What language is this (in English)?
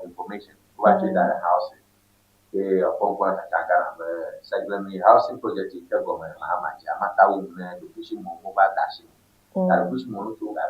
Ewe